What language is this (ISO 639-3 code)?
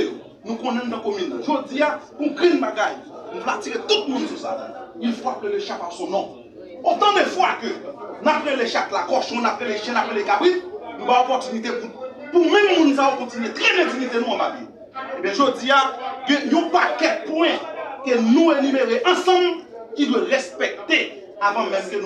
hat